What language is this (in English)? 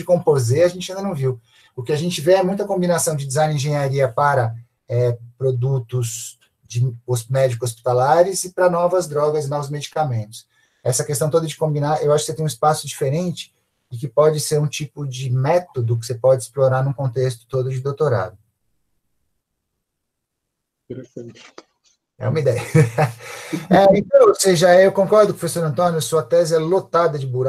Portuguese